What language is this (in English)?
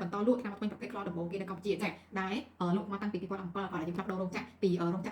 Khmer